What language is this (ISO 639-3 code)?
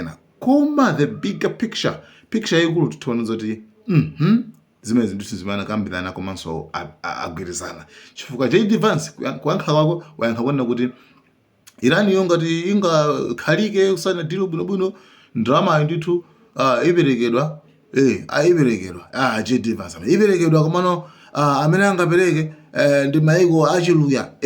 nya